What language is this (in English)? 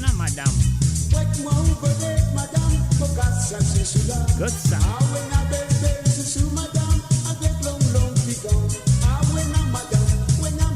Morisyen